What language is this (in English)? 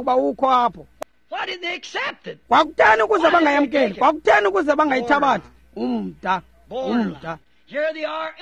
Xhosa